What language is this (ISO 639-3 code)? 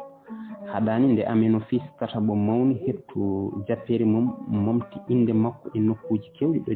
ful